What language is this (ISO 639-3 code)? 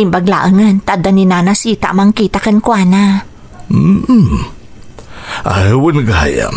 ilo